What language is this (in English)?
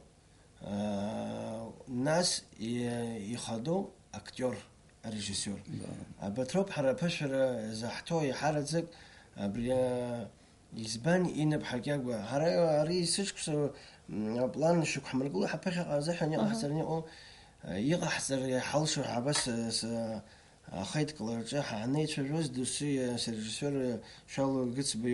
Abkhazian